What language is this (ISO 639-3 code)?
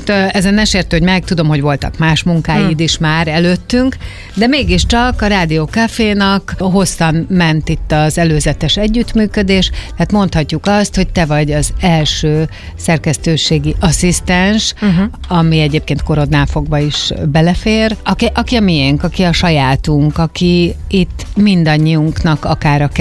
hun